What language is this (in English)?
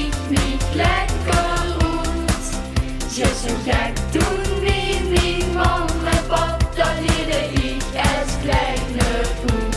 Limburgish